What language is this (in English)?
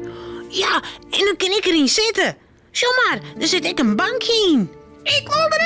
Western Frisian